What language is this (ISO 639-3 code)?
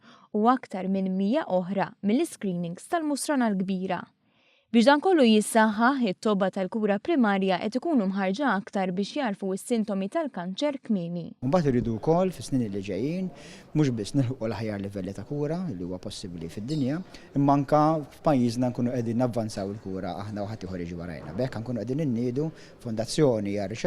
mlt